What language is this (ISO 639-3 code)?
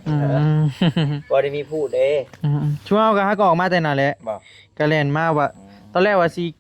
tts